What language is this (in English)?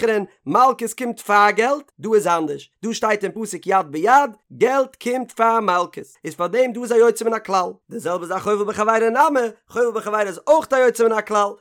Yiddish